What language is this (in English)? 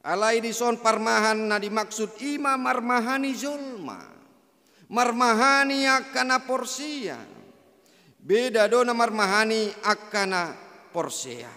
Batak Toba